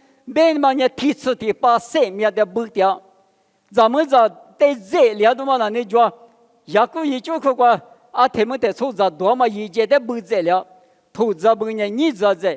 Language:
Lisu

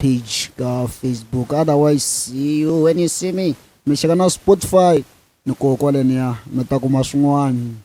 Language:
Tsonga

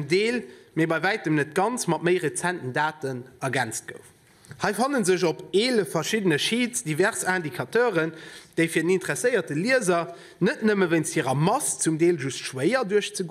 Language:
Luxembourgish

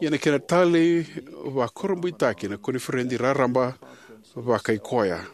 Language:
Fijian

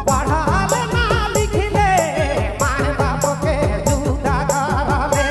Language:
Sadri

